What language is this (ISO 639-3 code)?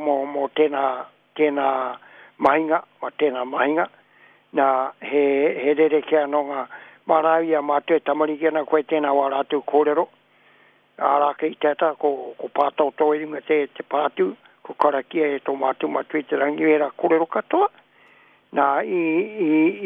mri